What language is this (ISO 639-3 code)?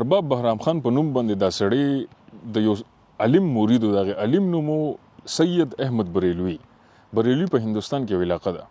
pus